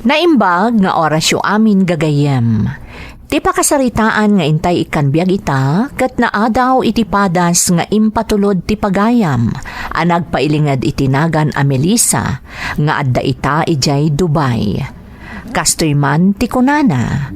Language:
Iloko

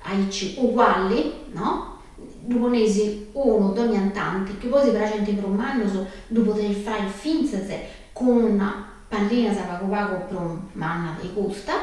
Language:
Sardinian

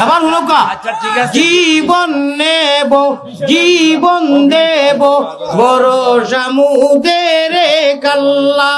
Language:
Sylheti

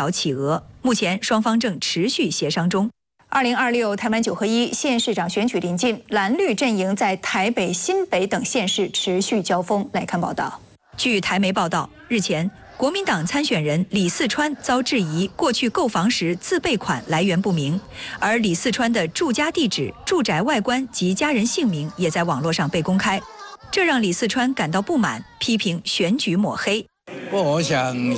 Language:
Chinese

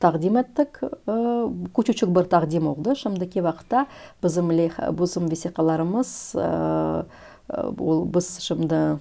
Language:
Crimean Tatar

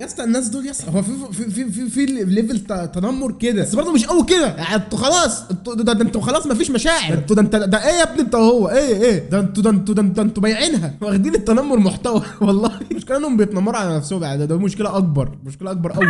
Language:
Egyptian Arabic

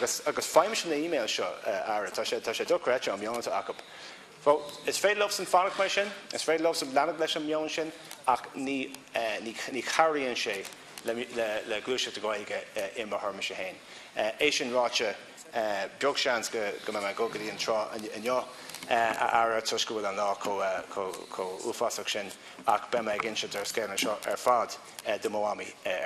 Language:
Irish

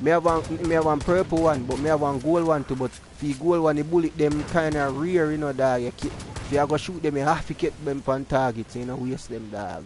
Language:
Jamaican Creole English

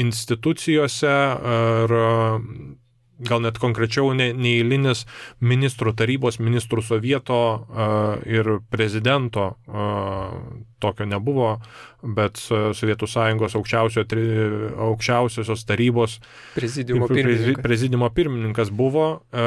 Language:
Lithuanian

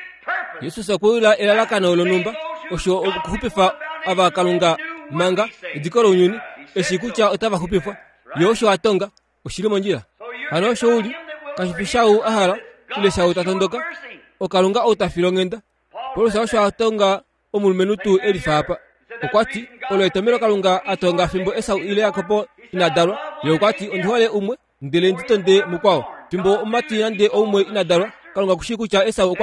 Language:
Kuanyama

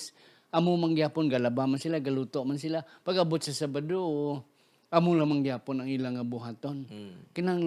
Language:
Hiligaynon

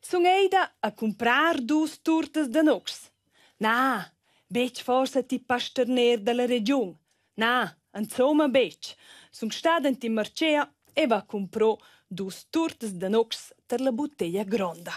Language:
Romansh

